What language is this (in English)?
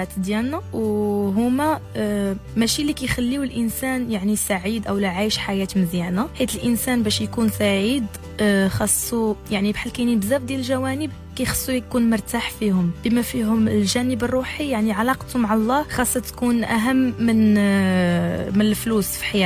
Moroccan Arabic